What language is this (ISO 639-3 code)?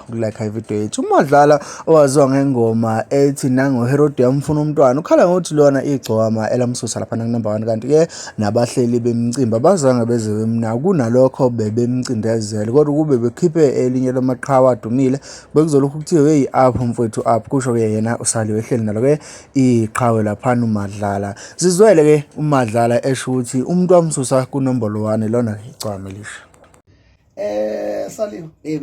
zul